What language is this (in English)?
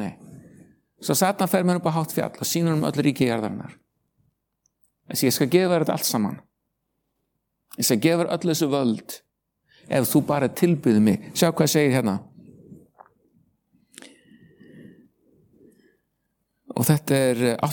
Icelandic